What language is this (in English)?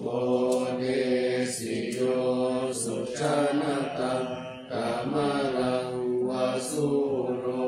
Pali